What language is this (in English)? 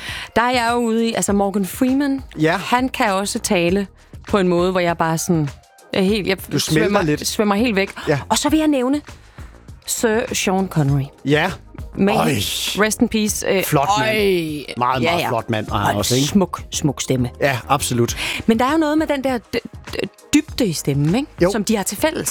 Danish